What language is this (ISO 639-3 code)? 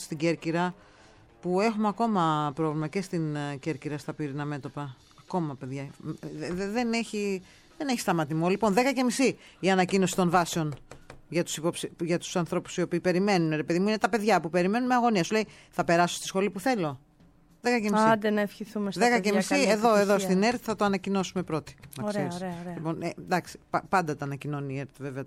ell